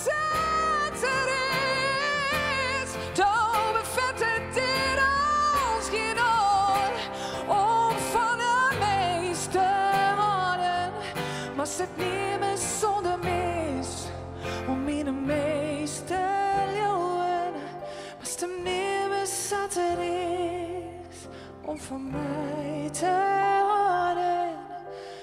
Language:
Western Frisian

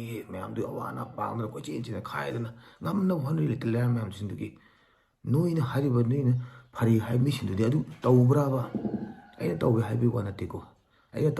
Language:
Manipuri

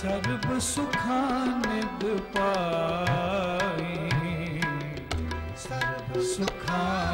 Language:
Punjabi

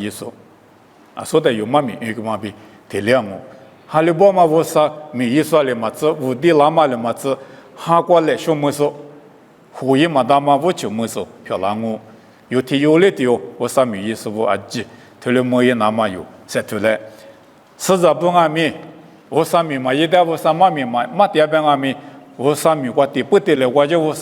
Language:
Lisu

